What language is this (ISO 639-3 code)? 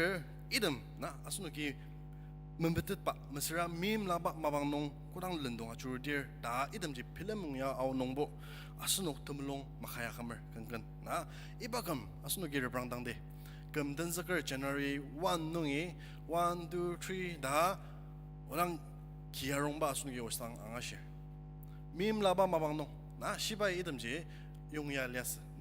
njo